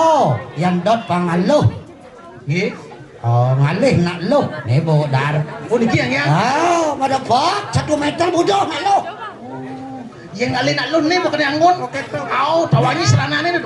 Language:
Balinese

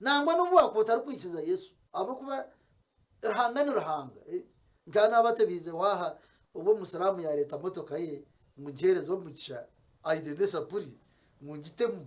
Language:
Nyankole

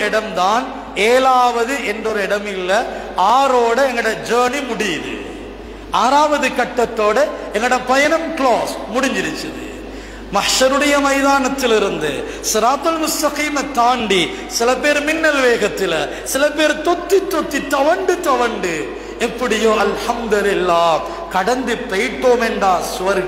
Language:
Tamil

